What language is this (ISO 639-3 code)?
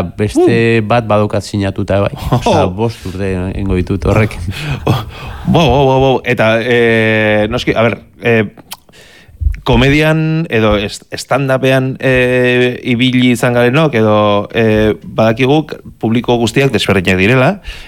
eus